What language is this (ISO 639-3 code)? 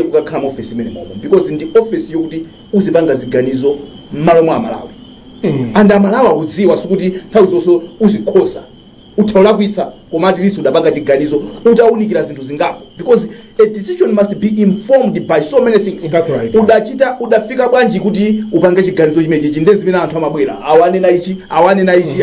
nya